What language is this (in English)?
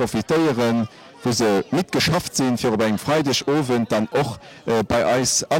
Luxembourgish